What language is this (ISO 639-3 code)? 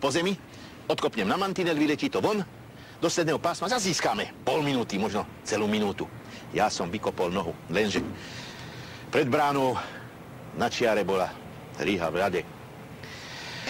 slk